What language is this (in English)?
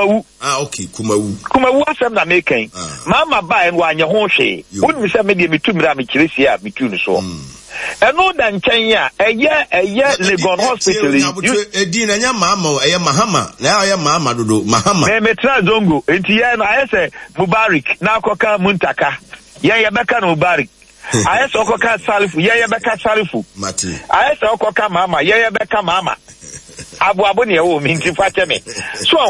Akan